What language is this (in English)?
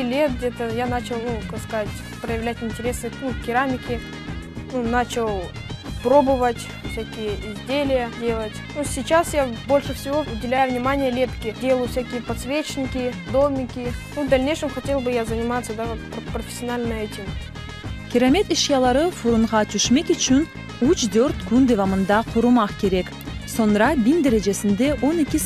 Crimean Tatar